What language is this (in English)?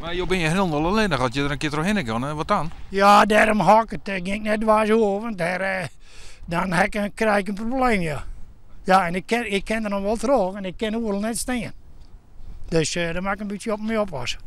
Western Frisian